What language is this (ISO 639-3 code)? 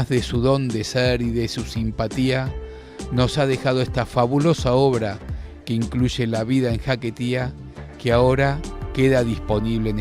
lad